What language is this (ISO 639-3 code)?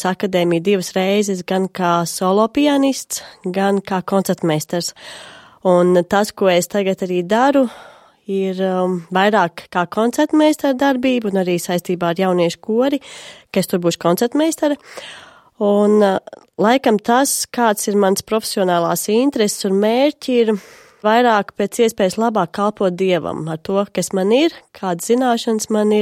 lav